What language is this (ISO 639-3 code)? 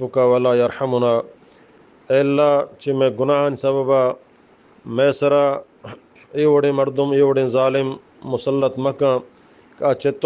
bgp